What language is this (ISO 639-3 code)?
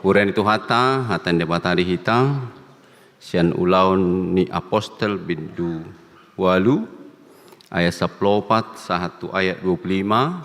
bbc